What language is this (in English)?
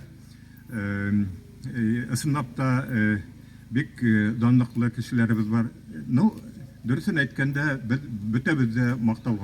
Bashkir